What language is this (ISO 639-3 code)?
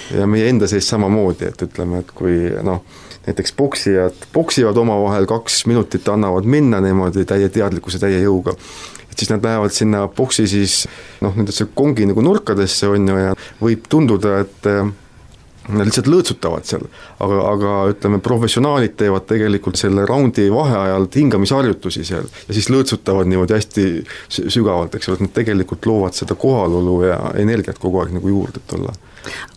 est